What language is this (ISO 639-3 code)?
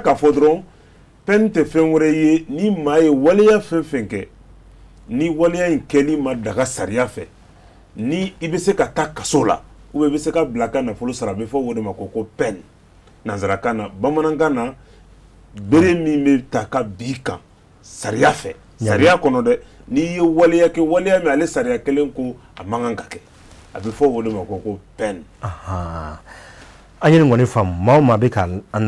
bam